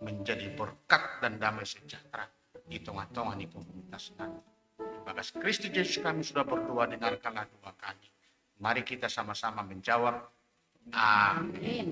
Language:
Batak Simalungun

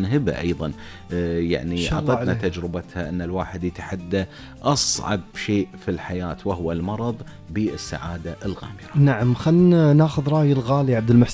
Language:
Gulf Arabic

